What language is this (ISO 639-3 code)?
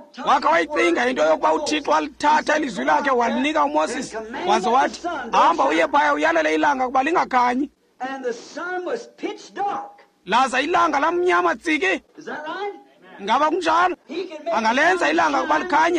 xho